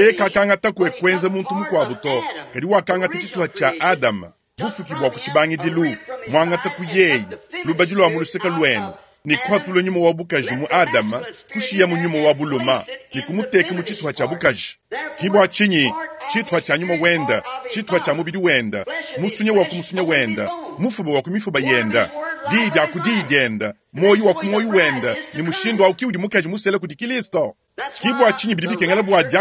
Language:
Luba-Lulua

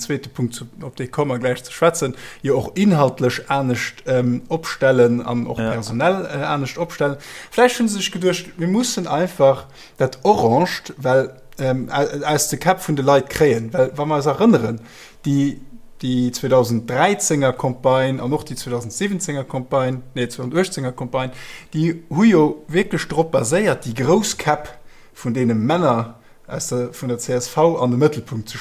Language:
Luxembourgish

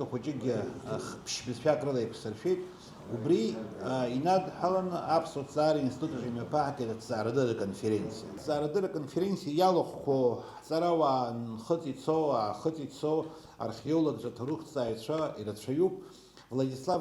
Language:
Abkhazian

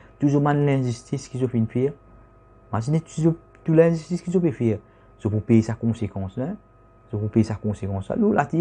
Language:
Morisyen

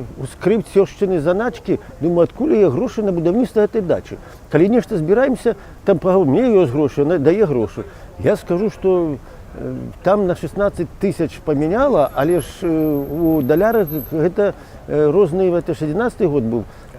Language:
Belarusian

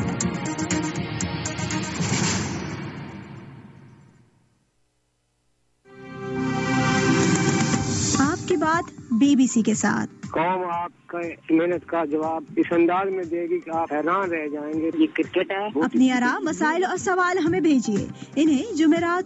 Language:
Urdu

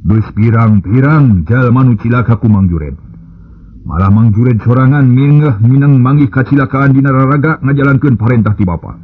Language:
Sundanese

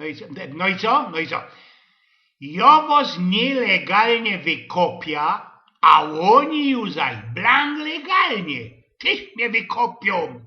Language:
Silesian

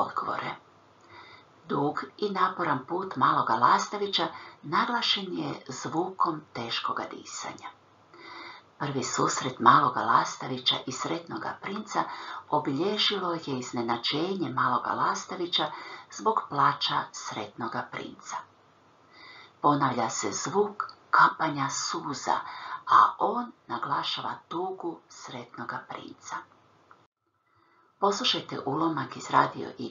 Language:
Croatian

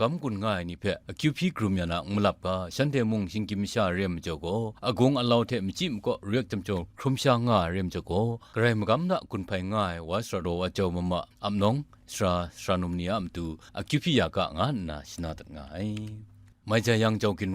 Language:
Kachin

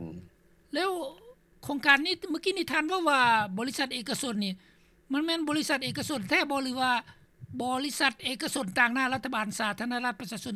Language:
Lao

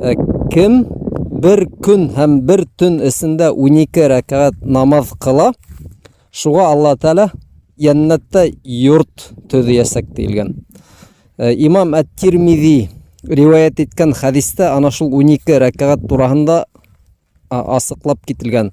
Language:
Bashkir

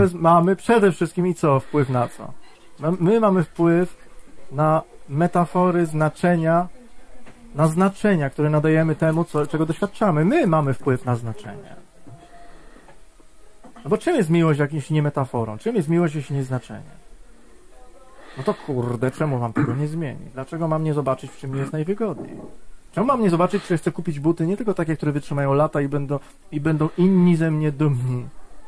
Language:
Polish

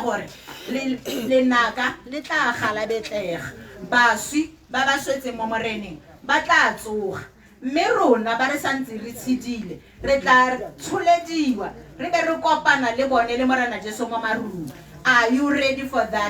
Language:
Tswana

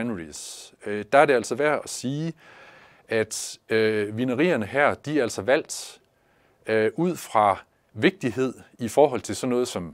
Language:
Danish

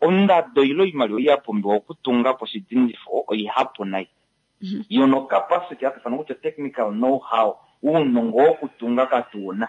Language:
Kuanyama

